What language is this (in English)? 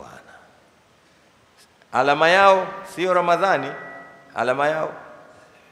Swahili